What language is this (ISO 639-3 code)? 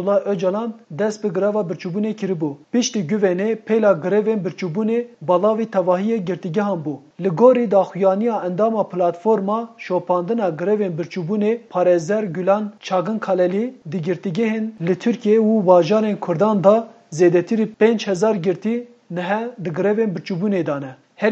kur